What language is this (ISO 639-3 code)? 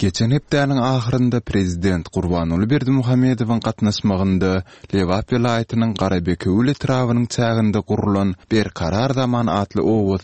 tuk